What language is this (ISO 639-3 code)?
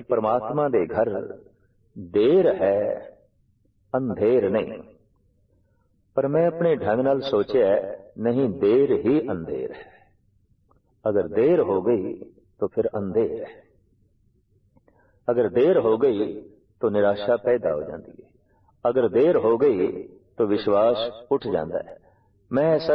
pan